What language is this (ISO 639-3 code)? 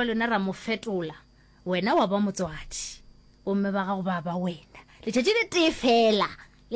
nso